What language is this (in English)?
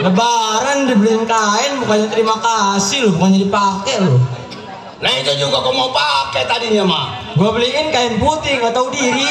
Betawi